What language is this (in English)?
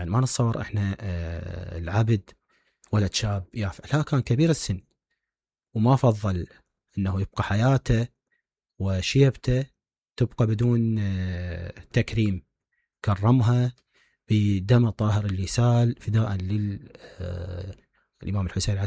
Mesopotamian Arabic